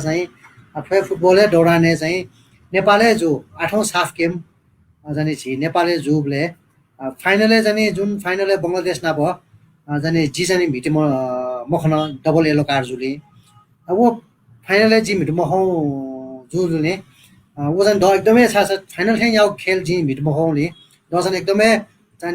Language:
Newari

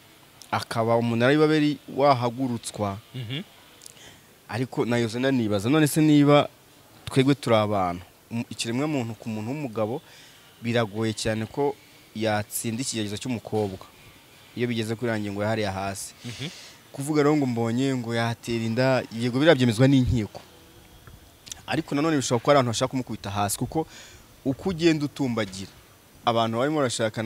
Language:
Kinyarwanda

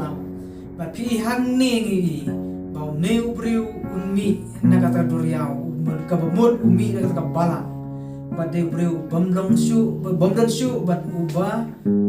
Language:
Khasi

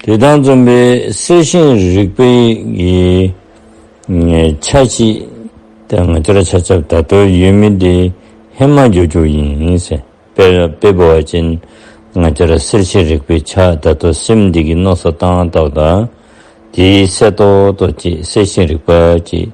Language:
Dzongkha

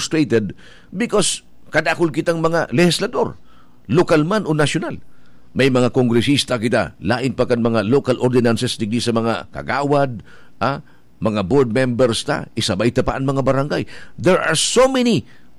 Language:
Bikol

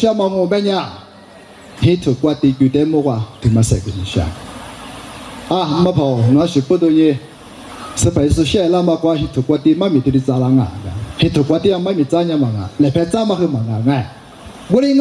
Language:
Lisu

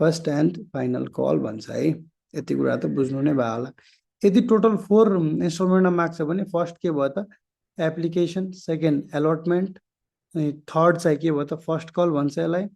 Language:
Nepali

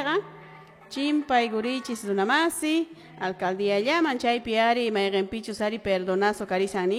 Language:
Quechua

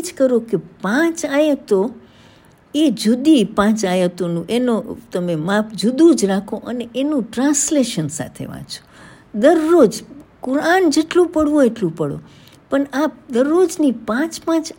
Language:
Gujarati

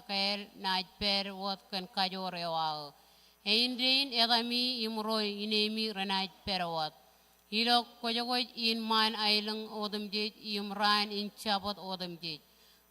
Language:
Marshallese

